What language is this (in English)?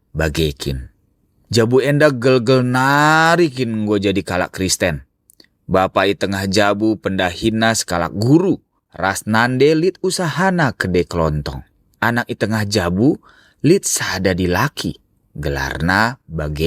Batak Karo